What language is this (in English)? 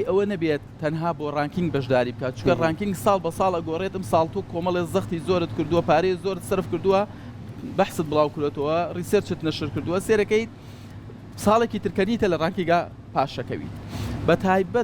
Central Kurdish